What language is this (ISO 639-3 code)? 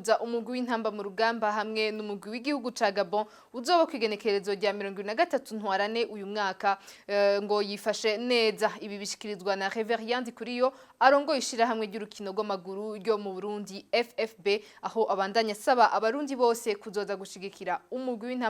run